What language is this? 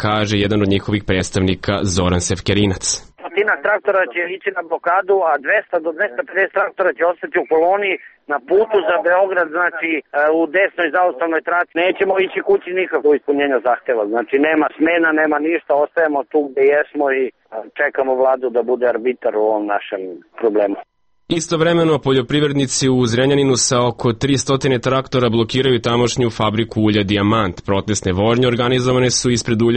Serbian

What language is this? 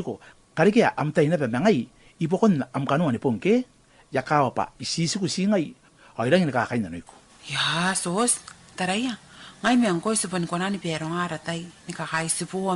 Gilbertese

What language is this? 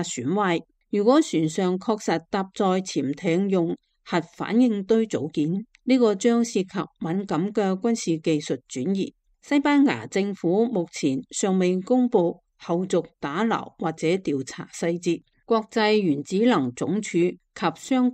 Cantonese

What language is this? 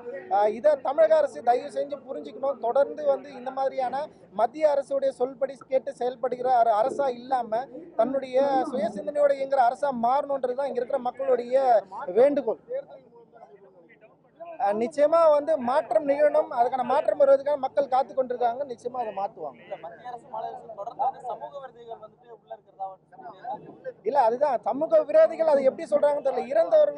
Tamil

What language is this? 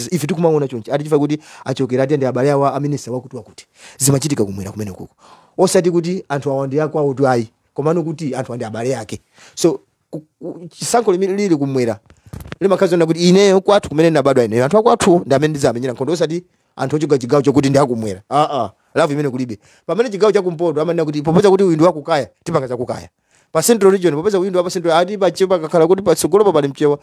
Nyanja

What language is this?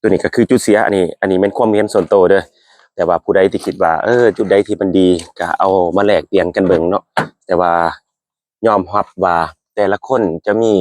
Lao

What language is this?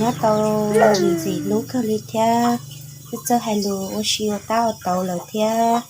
Hmong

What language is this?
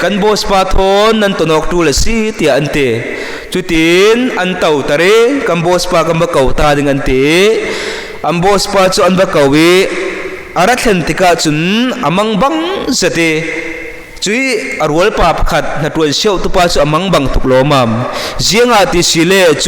Falam Chin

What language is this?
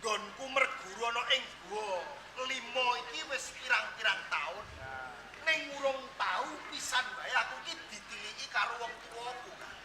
Javanese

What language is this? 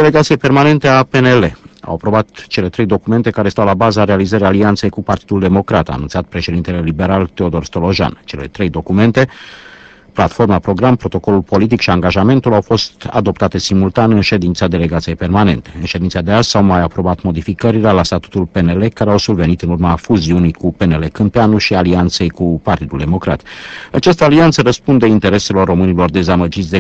Romanian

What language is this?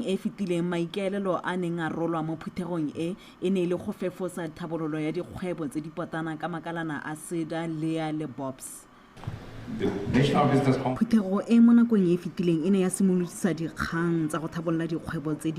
Tswana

